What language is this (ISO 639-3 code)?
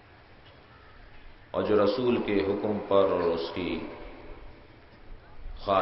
urd